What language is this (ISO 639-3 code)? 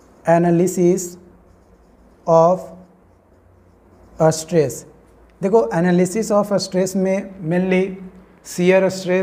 hin